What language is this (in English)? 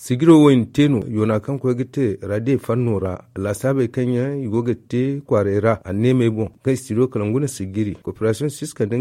Zarma